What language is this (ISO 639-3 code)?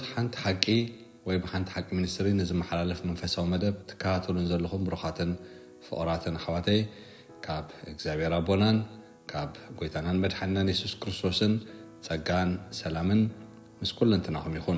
tir